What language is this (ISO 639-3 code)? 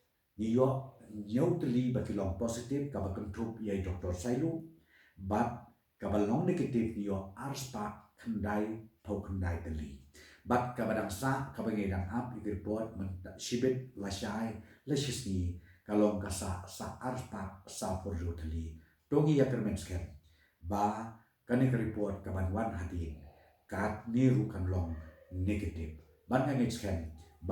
kha